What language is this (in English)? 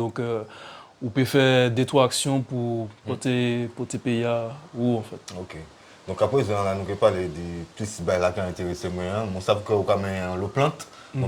Guadeloupean Creole French